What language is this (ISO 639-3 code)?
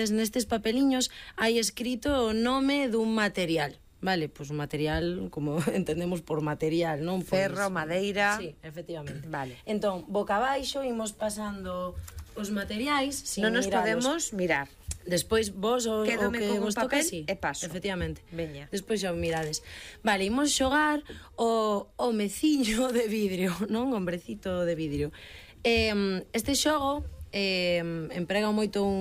glg